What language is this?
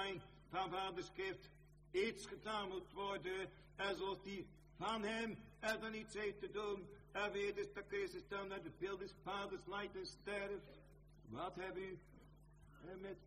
Dutch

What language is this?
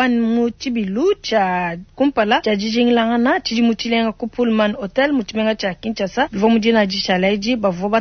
Luba-Lulua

